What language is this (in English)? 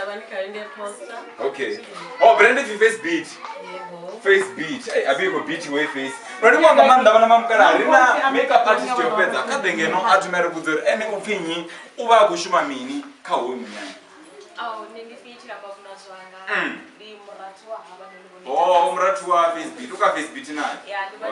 Venda